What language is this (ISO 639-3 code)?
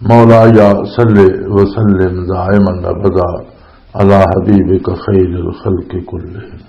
lah